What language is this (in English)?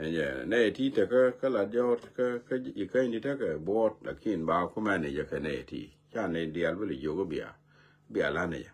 Nuer